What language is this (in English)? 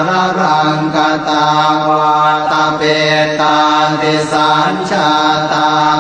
Pali